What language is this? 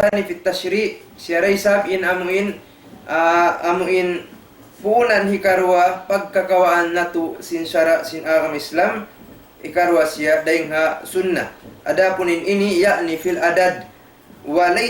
Tausug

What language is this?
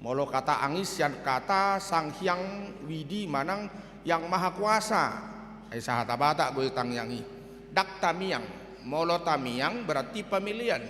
Batak Toba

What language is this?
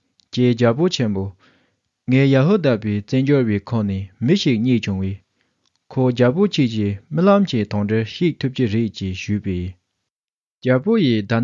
Tibetan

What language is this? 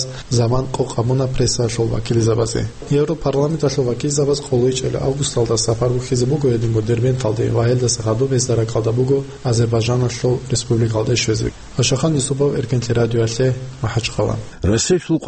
Avaric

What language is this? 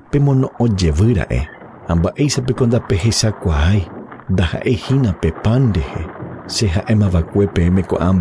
Guarani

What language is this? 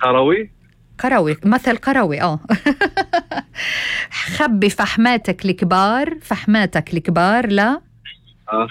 North Levantine Arabic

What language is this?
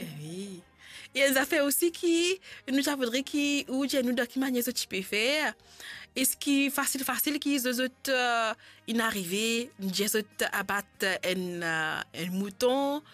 Morisyen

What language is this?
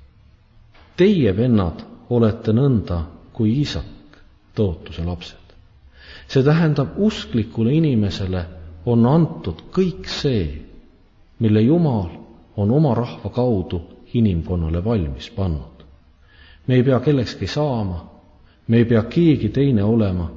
Estonian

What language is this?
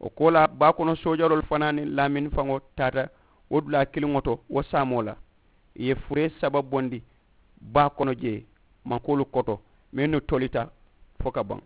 Mandingo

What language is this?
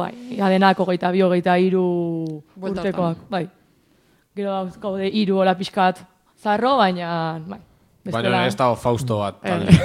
Basque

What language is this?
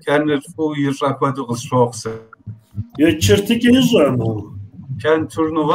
Kabardian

